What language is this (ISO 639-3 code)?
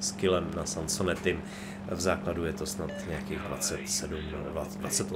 ces